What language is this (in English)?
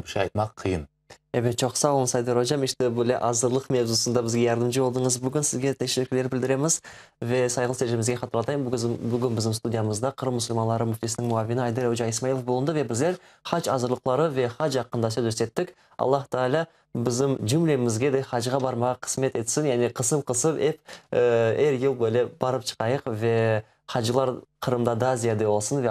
Crimean Tatar